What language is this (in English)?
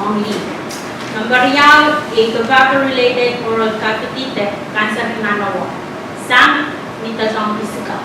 Pohnpeian